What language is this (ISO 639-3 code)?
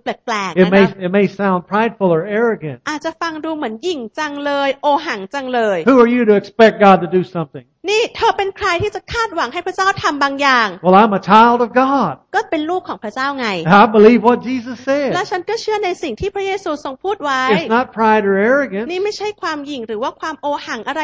tha